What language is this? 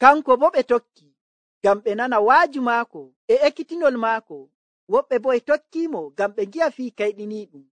Nigerian Fulfulde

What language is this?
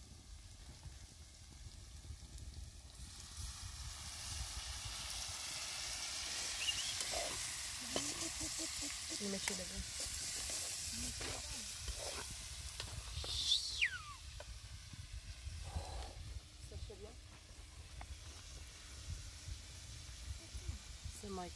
Persian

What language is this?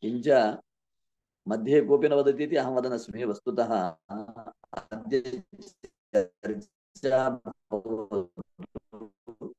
Sanskrit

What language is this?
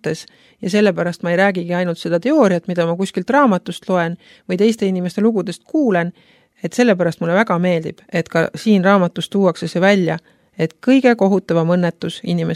Estonian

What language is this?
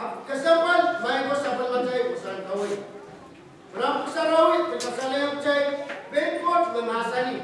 Pohnpeian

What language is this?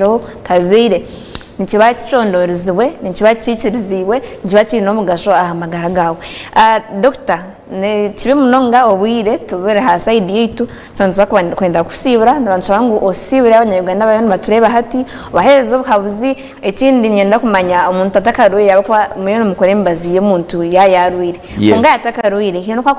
Nyankole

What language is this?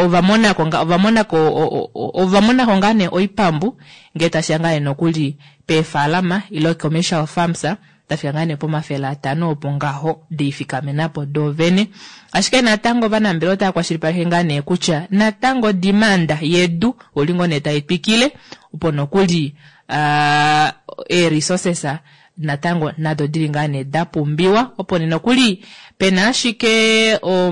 Kuanyama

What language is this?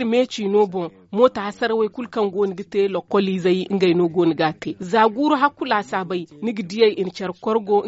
Zarma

